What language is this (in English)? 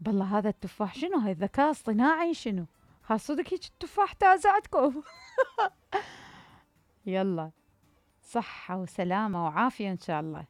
Mesopotamian Arabic